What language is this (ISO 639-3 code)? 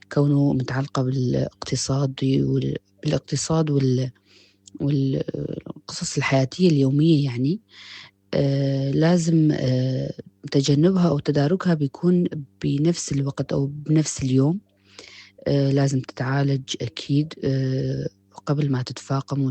apc